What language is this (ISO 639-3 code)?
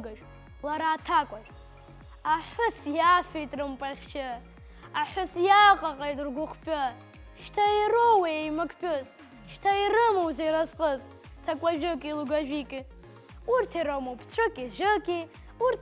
abk